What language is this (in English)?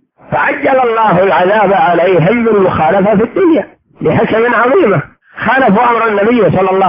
Arabic